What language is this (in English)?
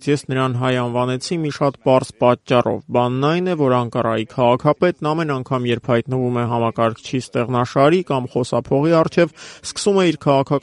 Armenian